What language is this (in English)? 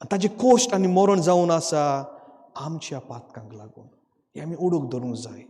Konkani